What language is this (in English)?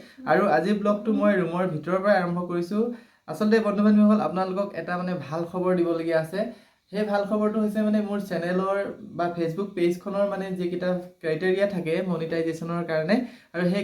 Assamese